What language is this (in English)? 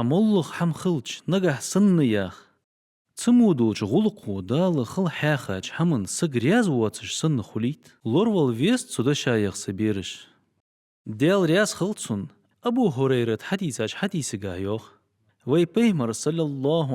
Ingush